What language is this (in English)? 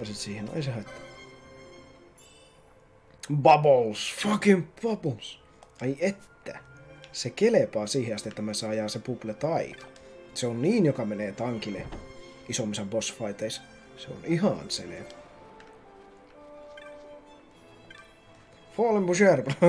Finnish